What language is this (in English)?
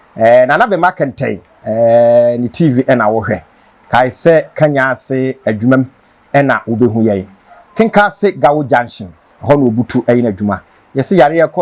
Akan